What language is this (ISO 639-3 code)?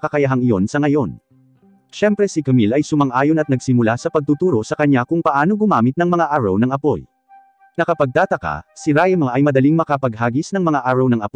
fil